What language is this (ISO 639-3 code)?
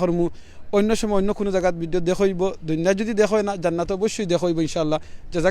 syl